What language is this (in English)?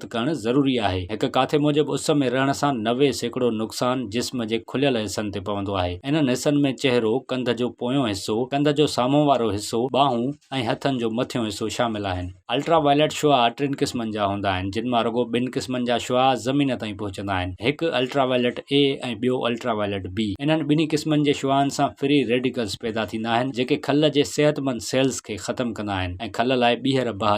Sindhi